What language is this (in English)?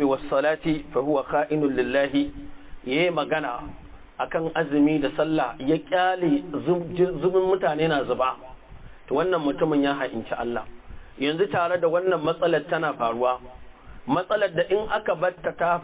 Hausa